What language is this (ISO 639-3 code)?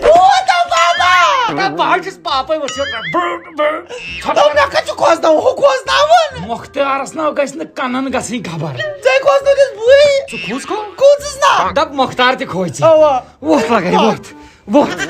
kas